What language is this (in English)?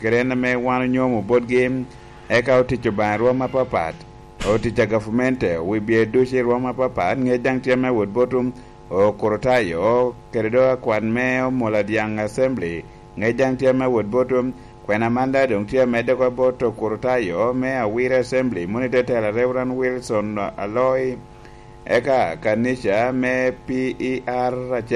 Lango (Uganda)